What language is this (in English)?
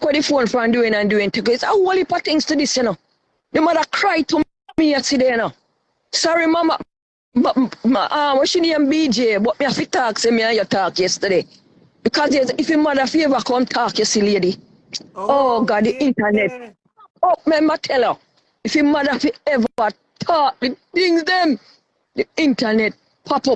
Jamaican Creole English